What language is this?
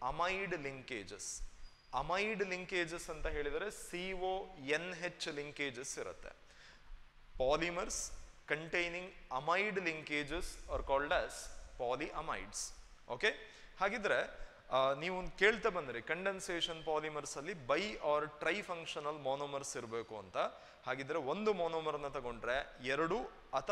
Kannada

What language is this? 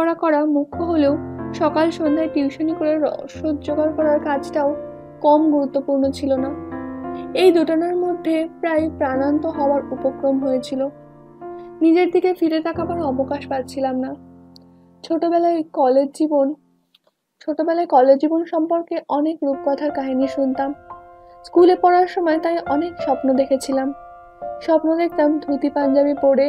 Bangla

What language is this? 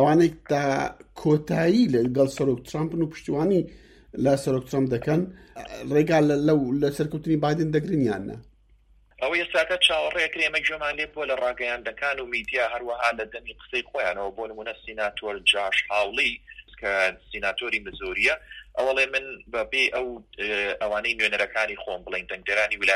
Central Kurdish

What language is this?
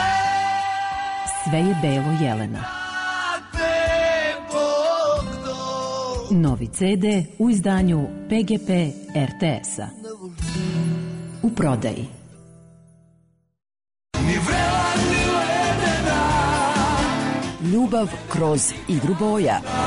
Serbian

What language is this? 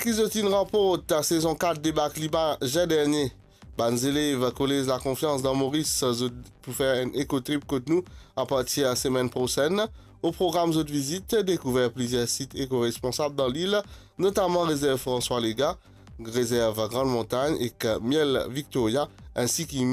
Morisyen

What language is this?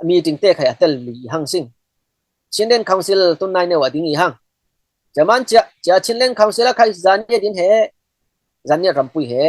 Falam Chin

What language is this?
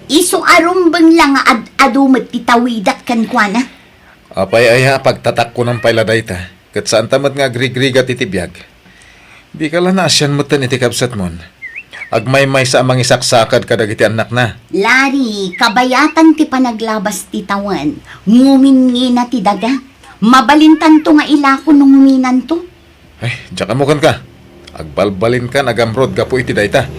Iloko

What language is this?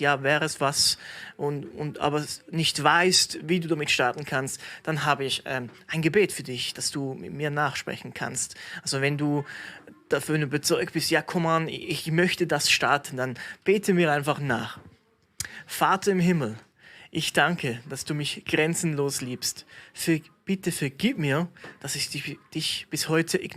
Swiss German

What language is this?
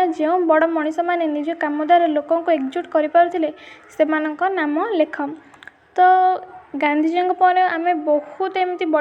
Odia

